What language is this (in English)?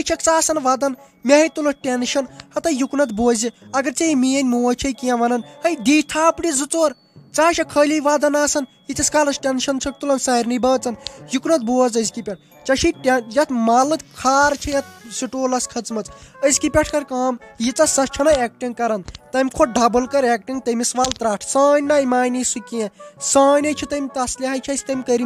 Kashmiri